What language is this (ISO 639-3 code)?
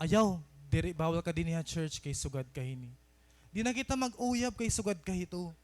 war